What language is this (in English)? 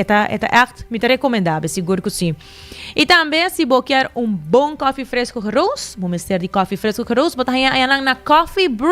Papiamento